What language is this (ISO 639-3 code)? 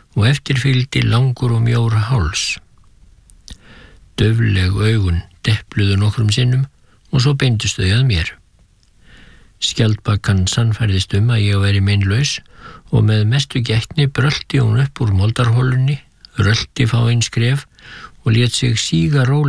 isl